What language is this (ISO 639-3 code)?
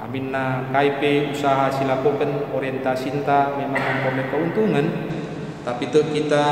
btx